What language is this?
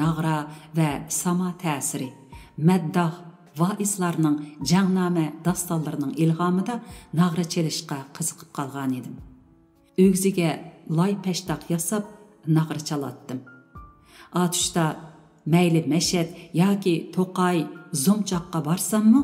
Uyghur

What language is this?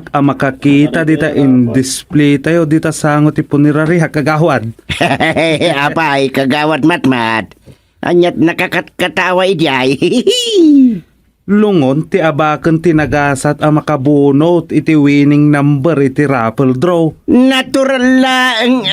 Iloko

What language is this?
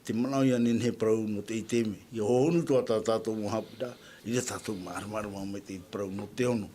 Tahitian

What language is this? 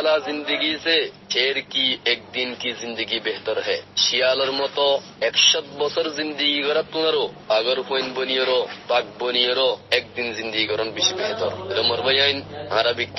Rohingya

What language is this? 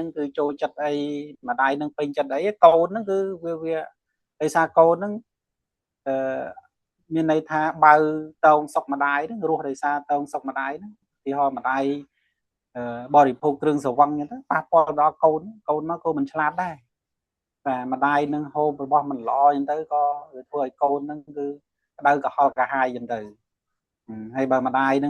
Khmer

